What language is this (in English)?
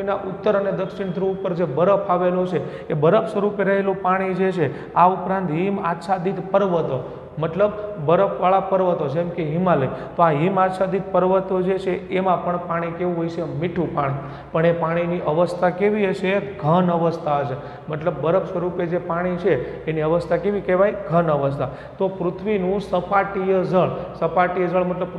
Gujarati